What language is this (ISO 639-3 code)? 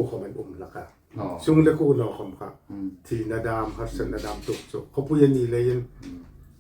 hmr